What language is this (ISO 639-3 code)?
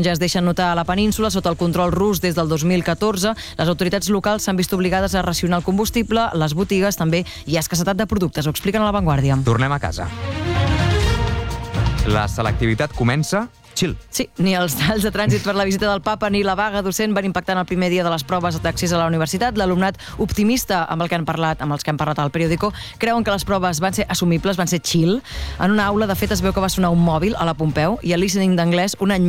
cat